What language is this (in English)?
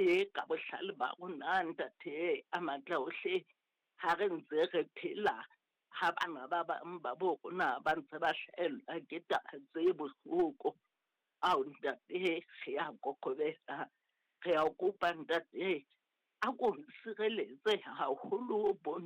Southern Sotho